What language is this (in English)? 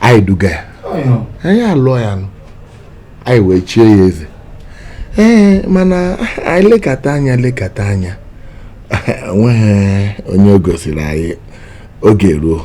Igbo